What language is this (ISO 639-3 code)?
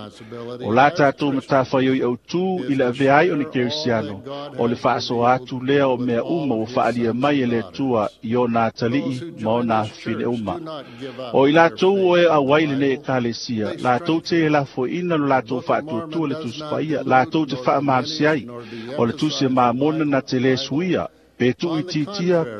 smo